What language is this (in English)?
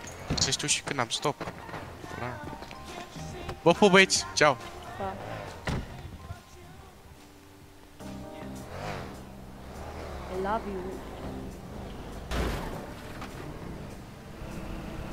Romanian